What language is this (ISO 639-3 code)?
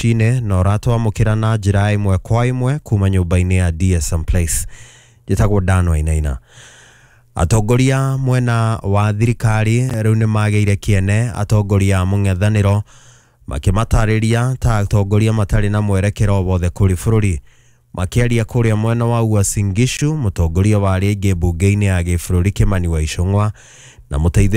kik